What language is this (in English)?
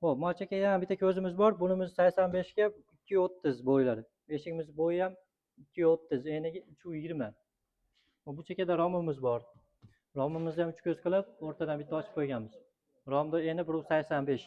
Uzbek